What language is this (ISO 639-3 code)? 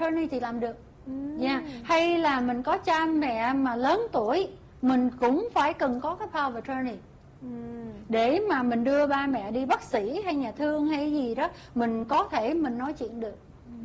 vie